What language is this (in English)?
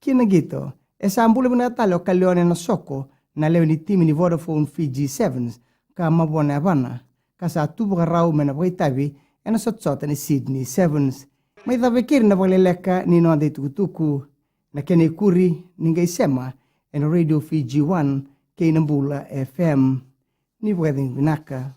Fijian